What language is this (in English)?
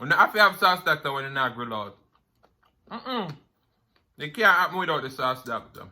Jamaican Creole English